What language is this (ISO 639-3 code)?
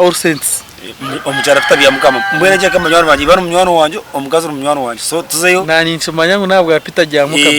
nyn